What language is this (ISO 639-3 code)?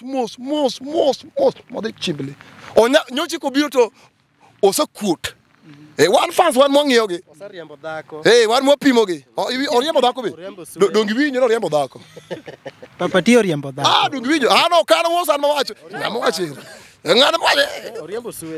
luo